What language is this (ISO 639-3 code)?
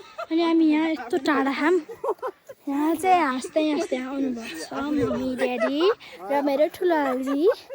nep